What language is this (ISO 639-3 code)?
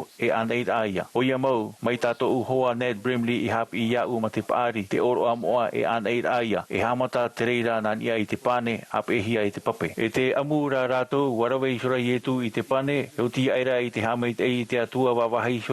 tah